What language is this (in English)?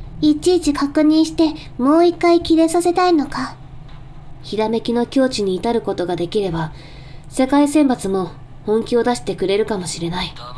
Japanese